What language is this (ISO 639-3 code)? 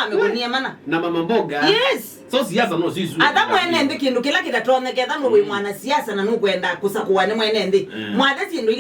kam